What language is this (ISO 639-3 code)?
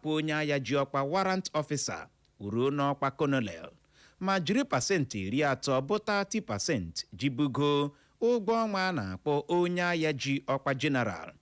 ibo